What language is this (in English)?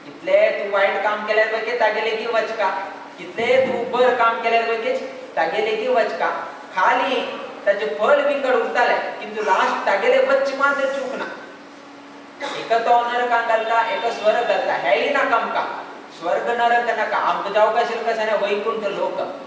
Konkani